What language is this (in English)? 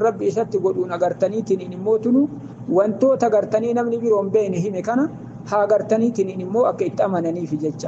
Oromo